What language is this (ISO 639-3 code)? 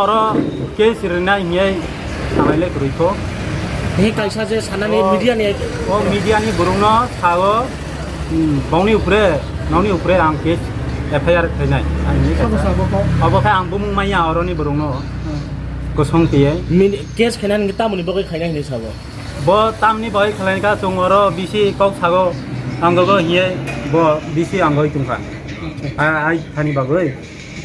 ria